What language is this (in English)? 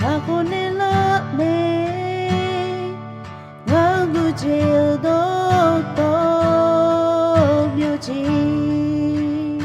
Akha